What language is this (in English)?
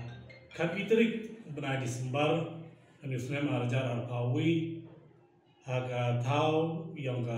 Pnar